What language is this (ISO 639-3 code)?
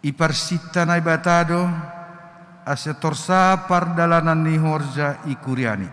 bts